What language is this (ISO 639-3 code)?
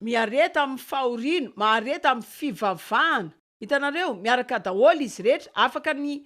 mlg